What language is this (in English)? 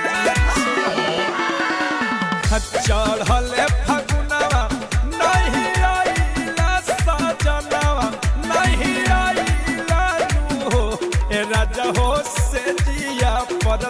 Bhojpuri